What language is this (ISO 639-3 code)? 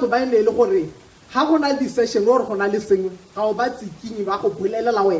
tsn